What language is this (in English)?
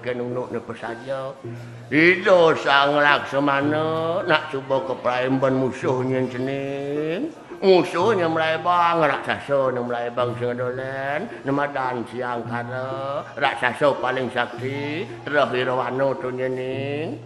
Balinese